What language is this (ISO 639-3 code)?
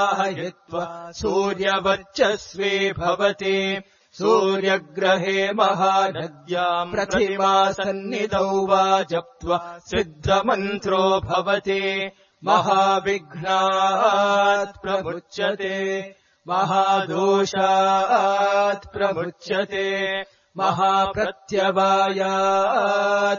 san